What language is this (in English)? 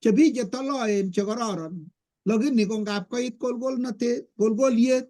Kalenjin